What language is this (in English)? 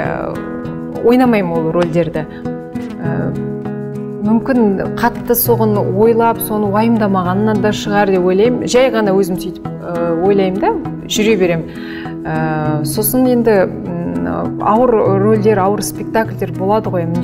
Kazakh